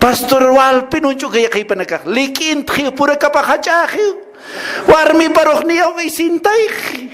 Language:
Aymara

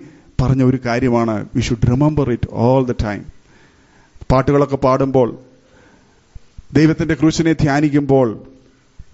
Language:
Malayalam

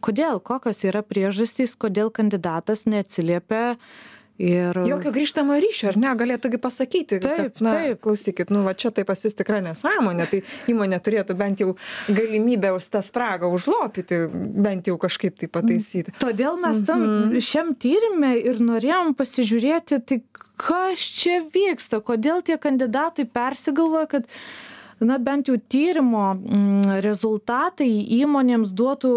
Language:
Lithuanian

